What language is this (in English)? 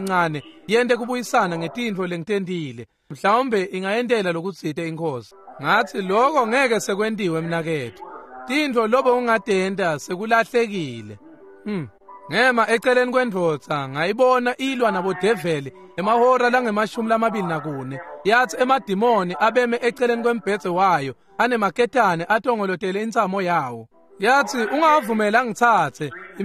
Swati